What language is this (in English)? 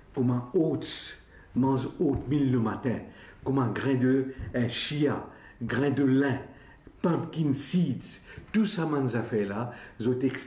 Morisyen